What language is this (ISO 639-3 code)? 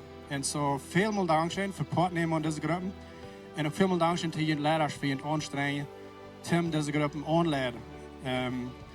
pdt